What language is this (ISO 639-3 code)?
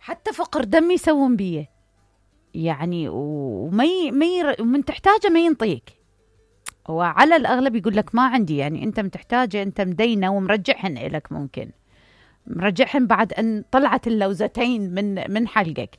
acm